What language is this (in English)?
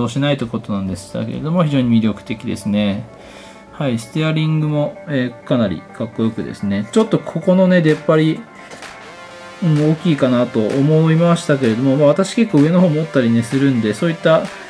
Japanese